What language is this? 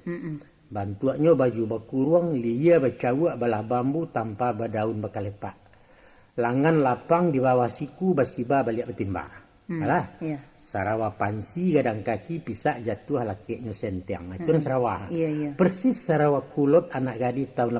Minangkabau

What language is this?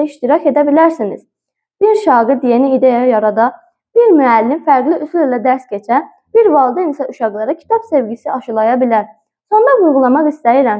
Azerbaijani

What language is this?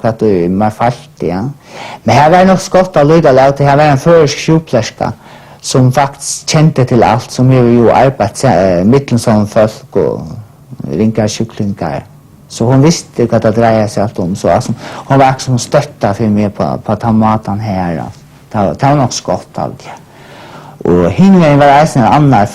Faroese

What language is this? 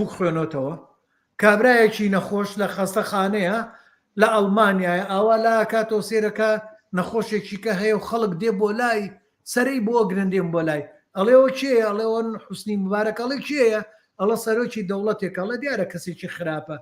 Central Kurdish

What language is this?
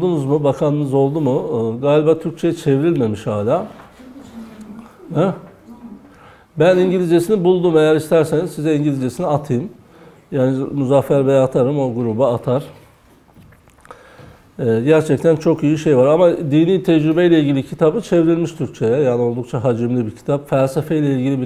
Turkish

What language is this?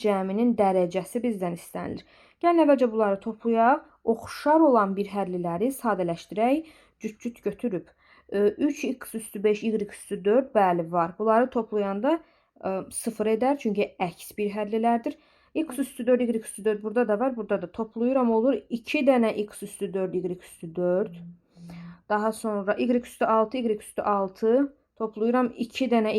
Azerbaijani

